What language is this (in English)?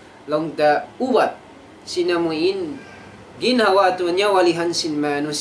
Tausug